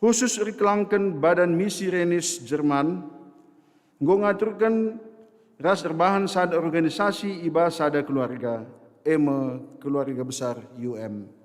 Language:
Batak Karo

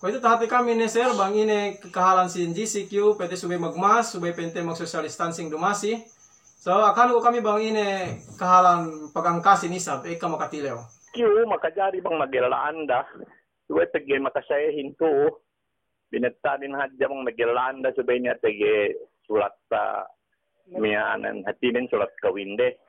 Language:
Yakan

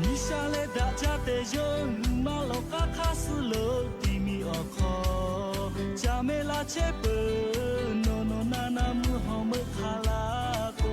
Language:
Lahu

